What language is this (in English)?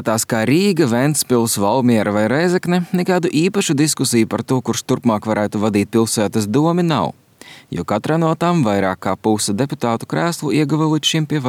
Latvian